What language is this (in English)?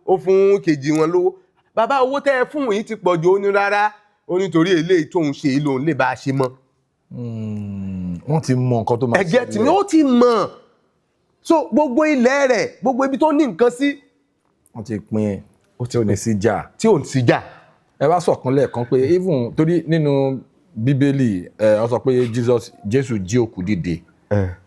Yoruba